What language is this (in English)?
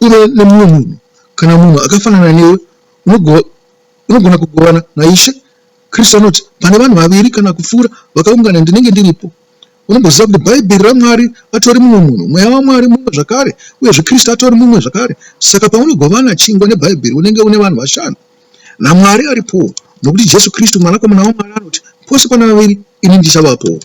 Shona